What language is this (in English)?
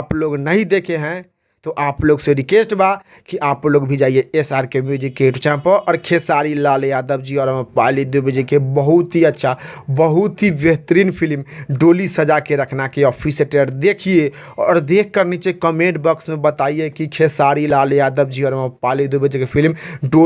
Bhojpuri